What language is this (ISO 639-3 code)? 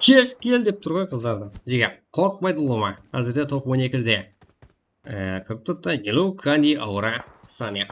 kaa